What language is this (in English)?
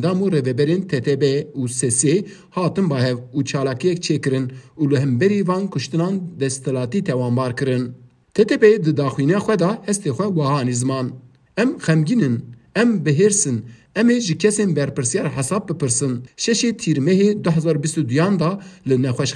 Kurdish